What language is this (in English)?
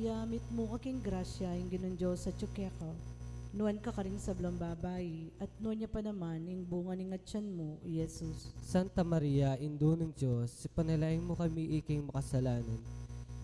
Pampanga